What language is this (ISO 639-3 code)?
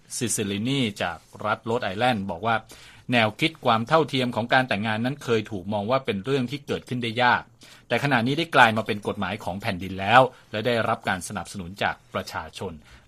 tha